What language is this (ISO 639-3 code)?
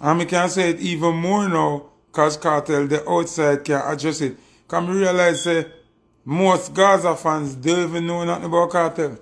jam